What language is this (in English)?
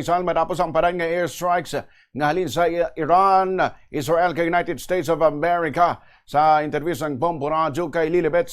Hiligaynon